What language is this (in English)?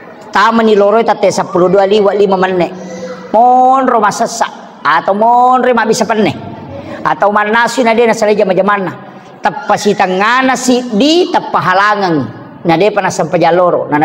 Buginese